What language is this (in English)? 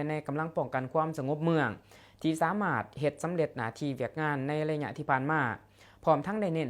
Lao